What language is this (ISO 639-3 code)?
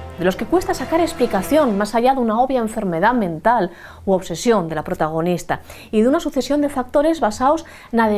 ast